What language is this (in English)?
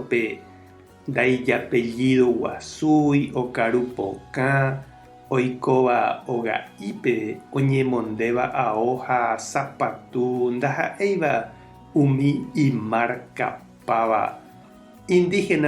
Guarani